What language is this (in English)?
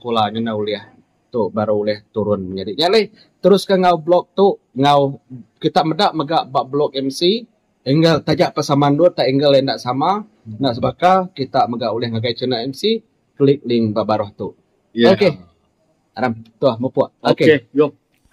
Iban